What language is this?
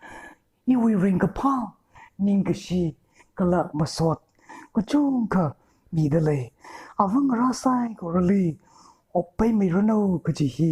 Tangkhul Naga (India)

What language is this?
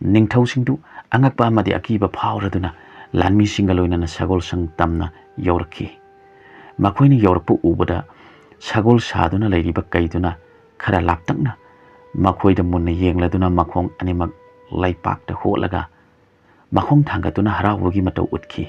Manipuri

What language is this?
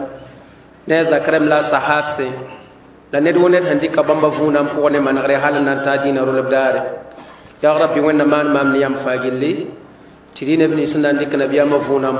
Mossi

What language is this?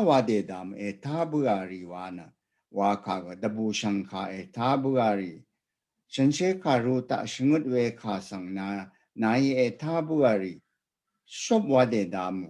Rawang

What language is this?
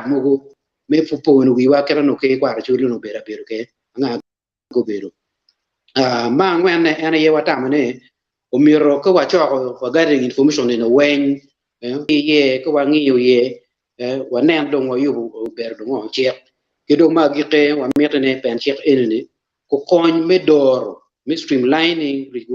Acoli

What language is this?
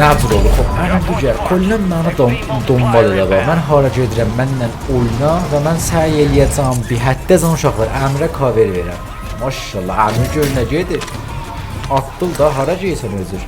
South Azerbaijani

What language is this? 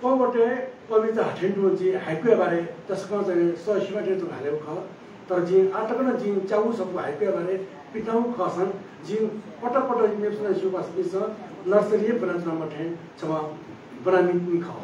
Newari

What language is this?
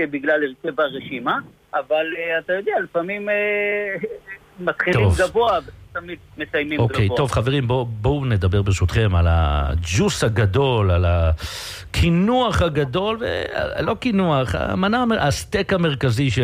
Hebrew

